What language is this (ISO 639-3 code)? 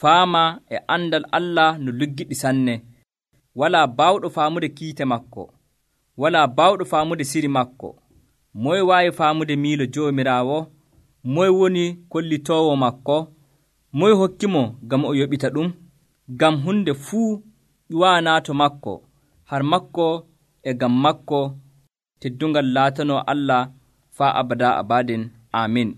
fuv